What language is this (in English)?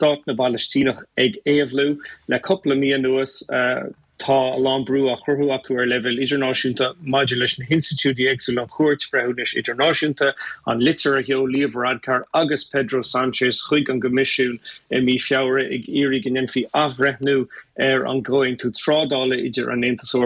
Irish